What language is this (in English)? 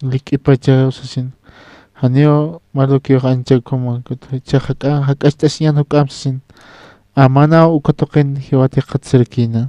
Aymara